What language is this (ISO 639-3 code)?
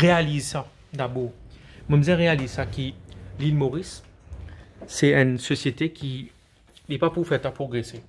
mfe